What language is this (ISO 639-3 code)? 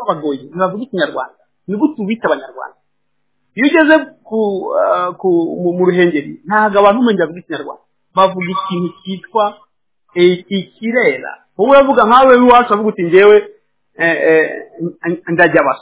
kin